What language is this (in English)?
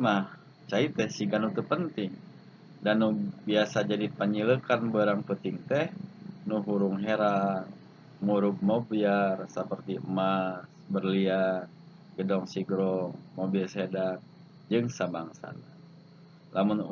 Sundanese